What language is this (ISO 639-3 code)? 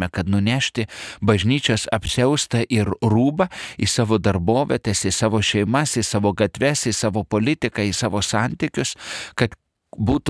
lit